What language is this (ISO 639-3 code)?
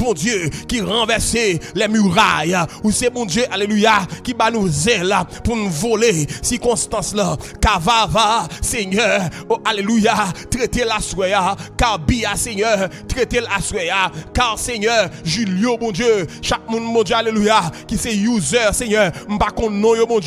hat